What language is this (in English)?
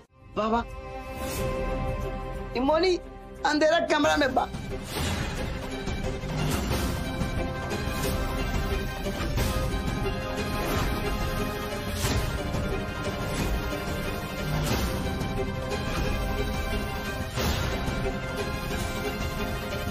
Bhojpuri